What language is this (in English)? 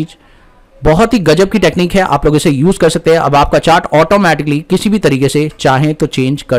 Hindi